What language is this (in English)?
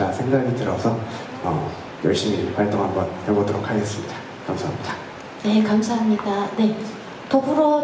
Korean